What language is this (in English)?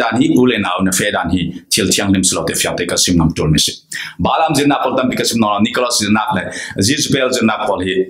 Falam Chin